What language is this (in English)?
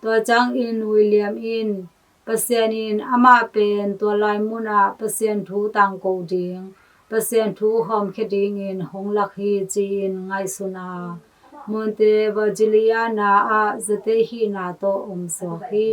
Tedim Chin